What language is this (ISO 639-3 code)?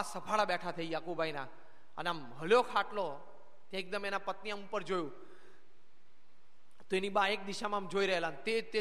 guj